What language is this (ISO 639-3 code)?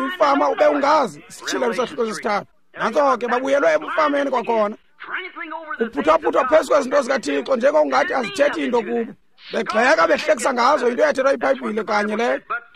xho